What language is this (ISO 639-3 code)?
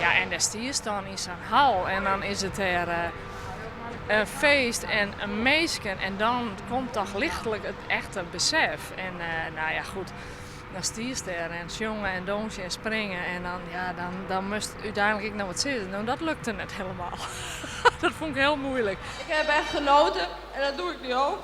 fry